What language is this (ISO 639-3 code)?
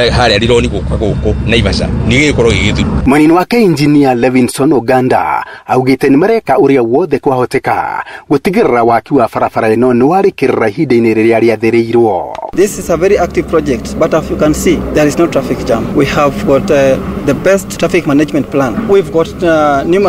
kik